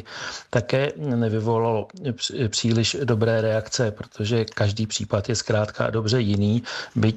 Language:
Czech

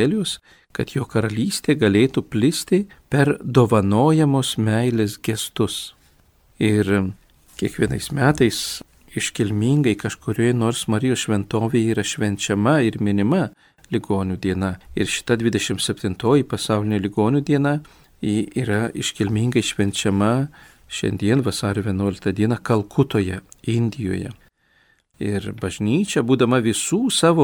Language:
Lithuanian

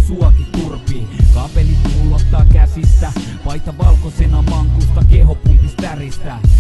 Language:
Finnish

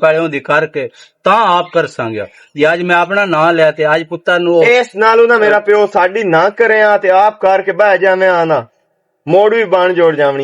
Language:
Western Panjabi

